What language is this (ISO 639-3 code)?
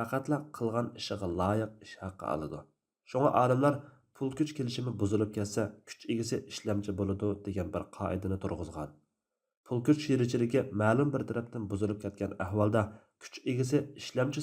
uig